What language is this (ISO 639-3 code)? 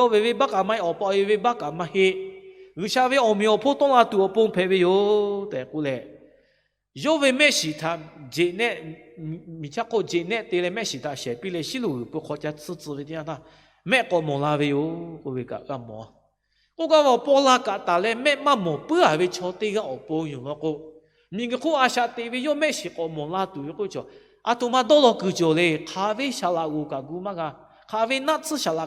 lhu